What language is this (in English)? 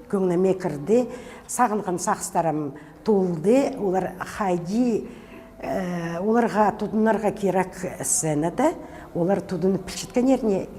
Khakas